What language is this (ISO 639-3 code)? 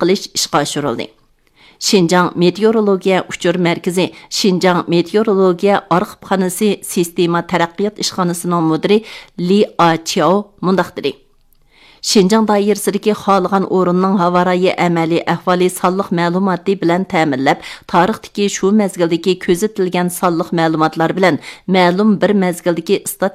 uig